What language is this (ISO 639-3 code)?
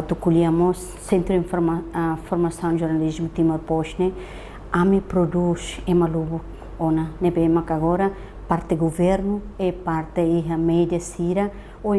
tet